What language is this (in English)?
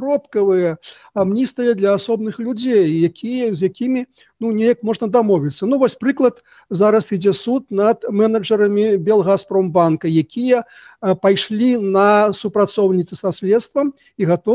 Belarusian